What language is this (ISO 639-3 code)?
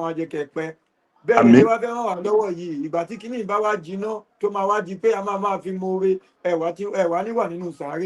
yor